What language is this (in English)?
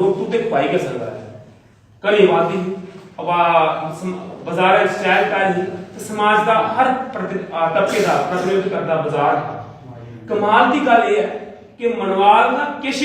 Dogri